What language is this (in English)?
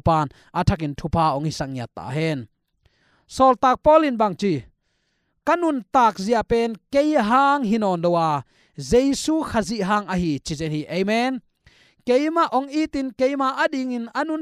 Tedim Chin